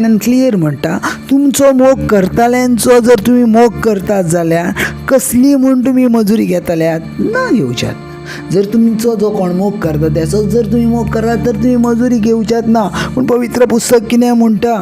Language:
Konkani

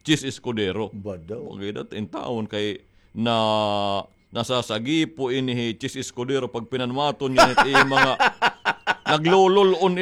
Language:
Waray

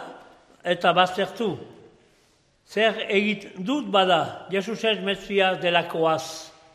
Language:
Basque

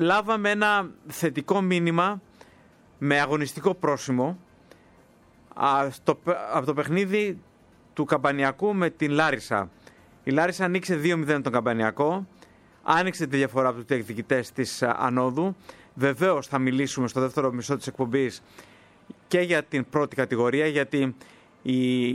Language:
Greek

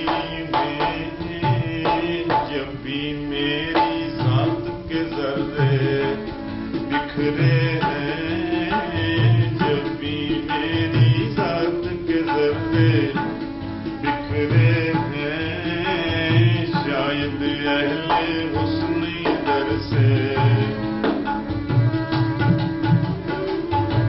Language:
Urdu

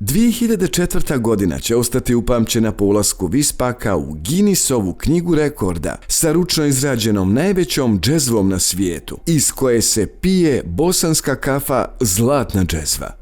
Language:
Bosnian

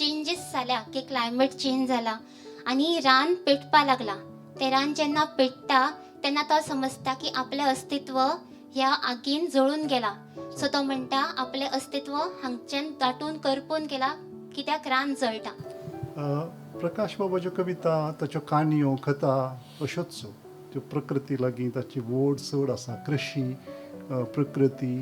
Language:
Konkani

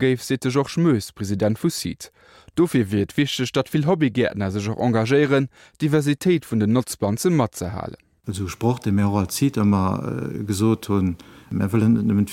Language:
Luxembourgish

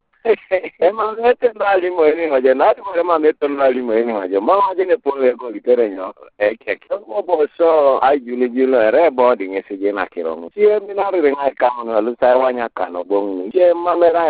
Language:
Teso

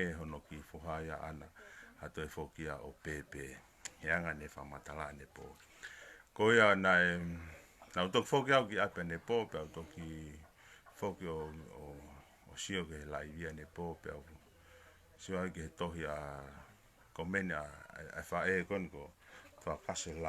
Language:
Tongan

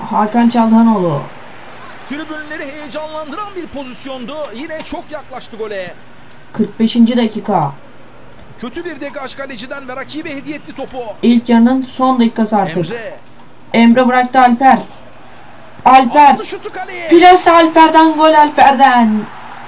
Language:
Turkish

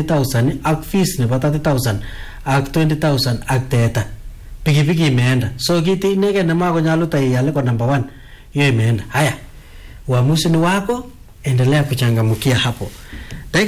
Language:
Swahili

